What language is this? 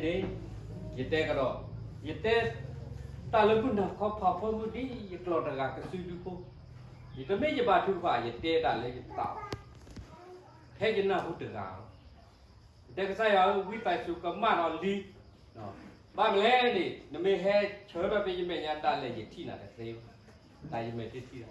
S'gaw Karen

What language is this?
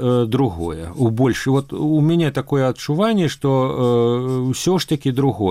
Belarusian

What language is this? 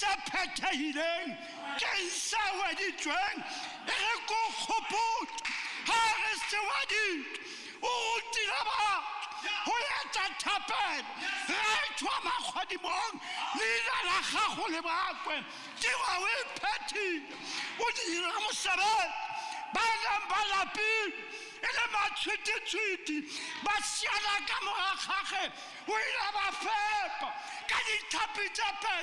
Tswana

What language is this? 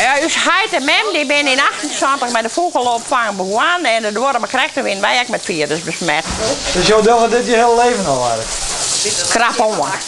Western Frisian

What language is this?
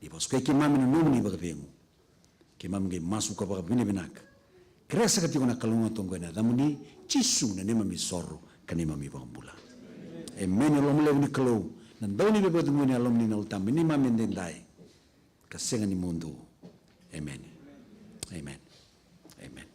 Fijian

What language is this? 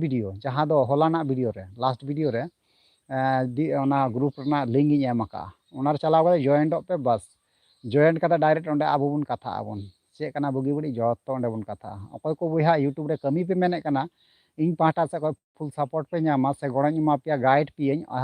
Santali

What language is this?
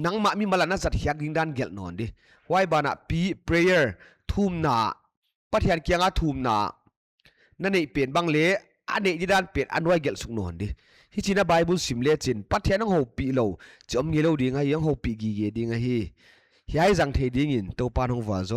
Paite Chin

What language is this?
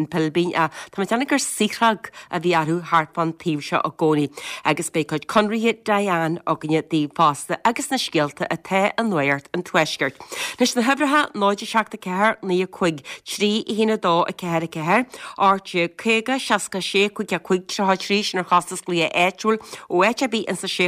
Irish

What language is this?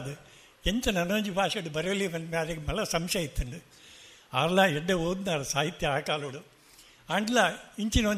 Tulu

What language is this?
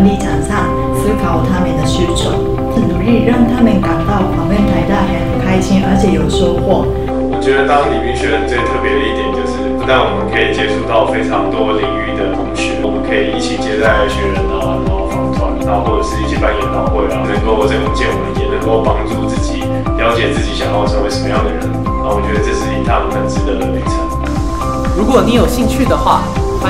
Chinese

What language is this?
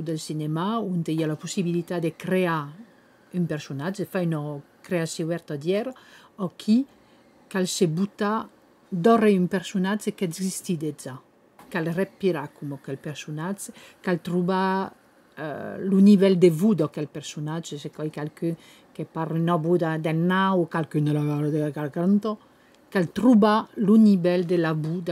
Occitan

